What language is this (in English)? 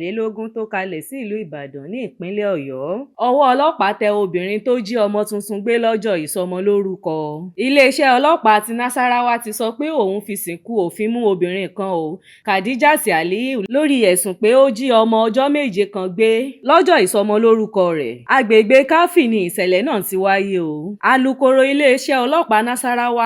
Yoruba